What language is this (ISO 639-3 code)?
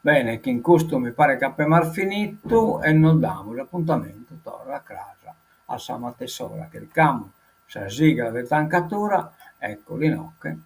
srd